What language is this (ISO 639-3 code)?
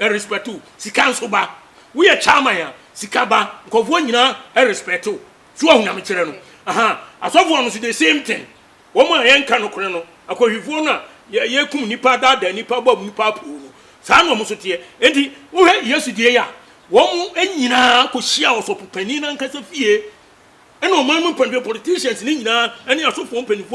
aka